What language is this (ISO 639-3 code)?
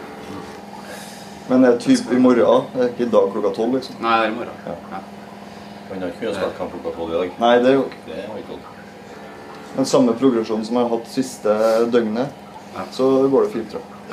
nor